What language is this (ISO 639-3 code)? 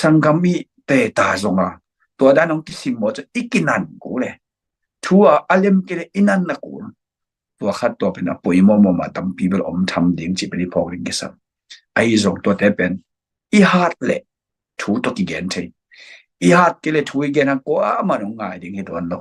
ctd